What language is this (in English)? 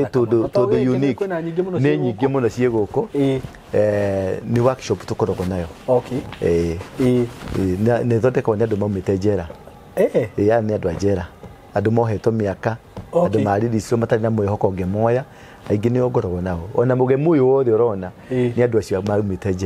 Kikuyu